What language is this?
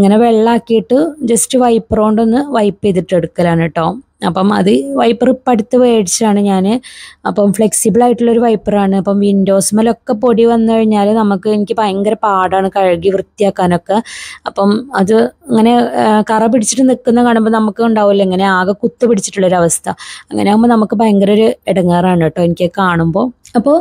Malayalam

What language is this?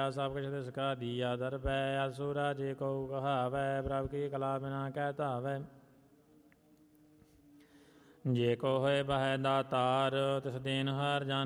Punjabi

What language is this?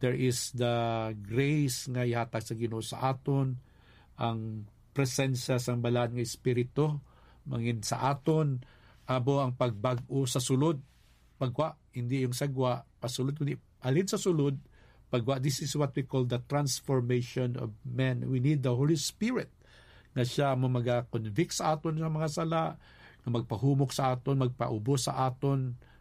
Hiligaynon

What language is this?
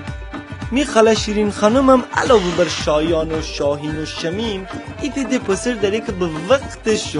Gilaki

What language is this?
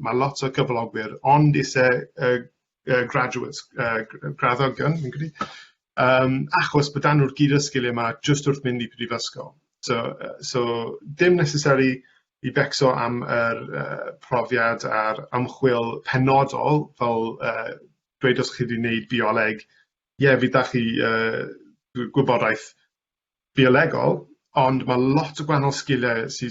Welsh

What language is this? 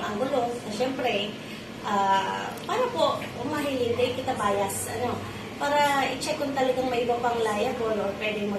Bikol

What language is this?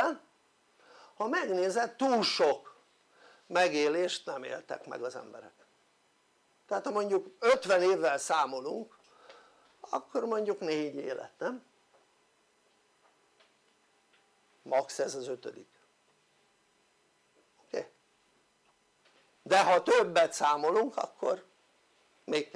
Hungarian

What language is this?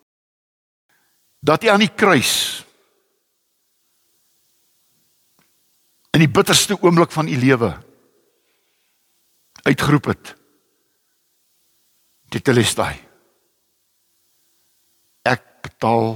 Afrikaans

